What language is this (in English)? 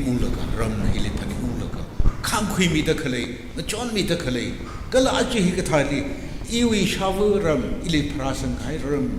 Tangkhul Naga (India)